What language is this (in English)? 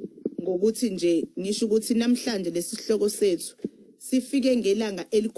Zulu